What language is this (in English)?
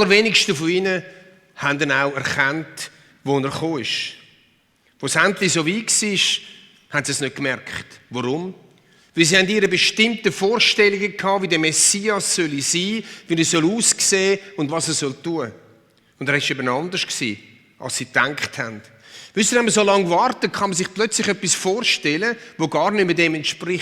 Swiss German